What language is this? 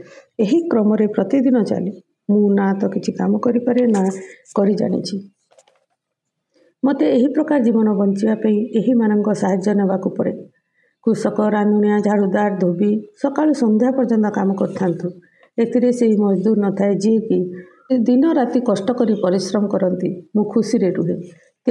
Odia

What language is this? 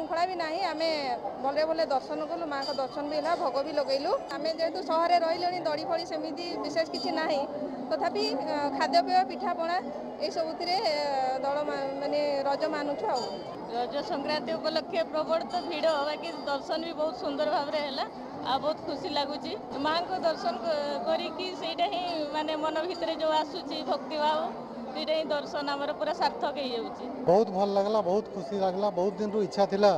Odia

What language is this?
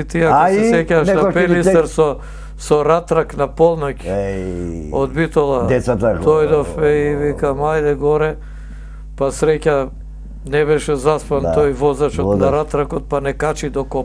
Macedonian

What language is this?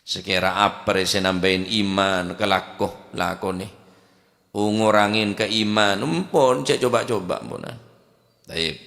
Madurese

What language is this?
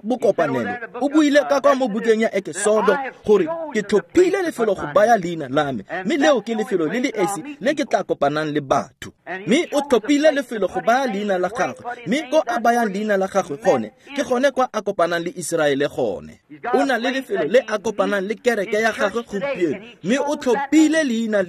Tswana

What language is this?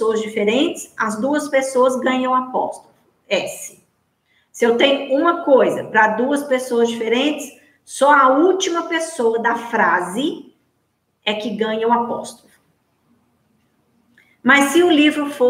Portuguese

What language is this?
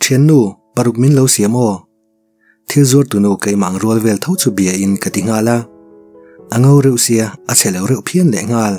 Mizo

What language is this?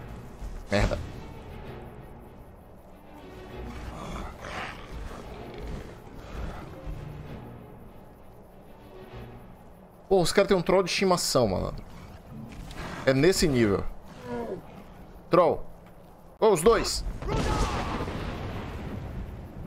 Portuguese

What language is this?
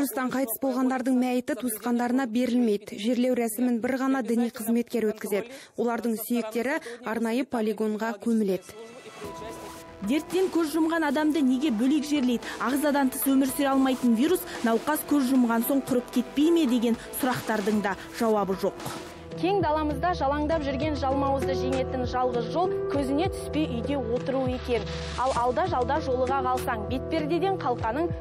Kazakh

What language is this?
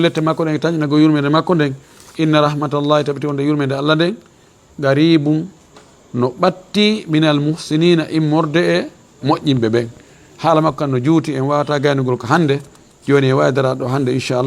Fula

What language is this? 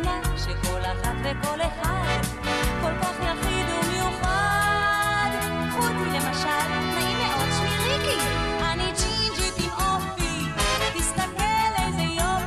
Hebrew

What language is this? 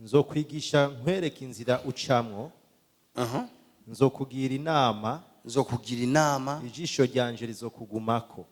Rundi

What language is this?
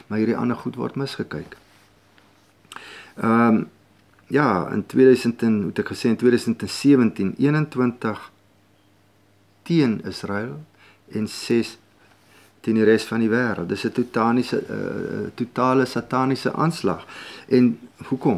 Afrikaans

